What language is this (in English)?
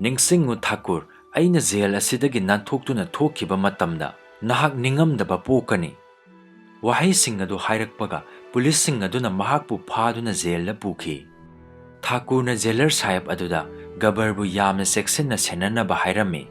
Manipuri